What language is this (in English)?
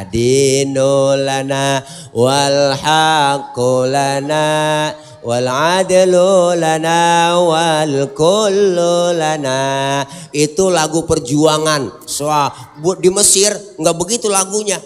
Betawi